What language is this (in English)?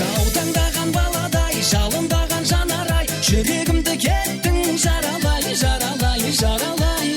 Kara-Kalpak